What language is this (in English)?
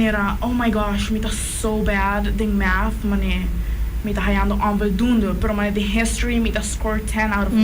Papiamento